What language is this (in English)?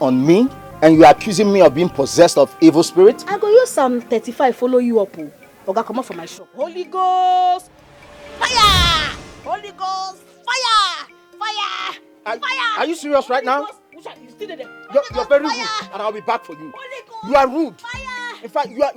Nigerian Pidgin